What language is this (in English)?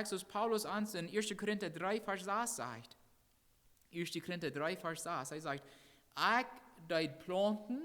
Plautdietsch